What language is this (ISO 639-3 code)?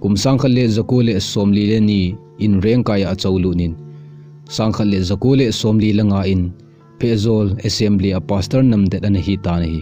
tcz